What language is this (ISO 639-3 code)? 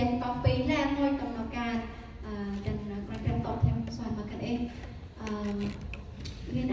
cmo